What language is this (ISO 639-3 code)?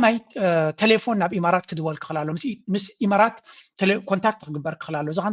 tir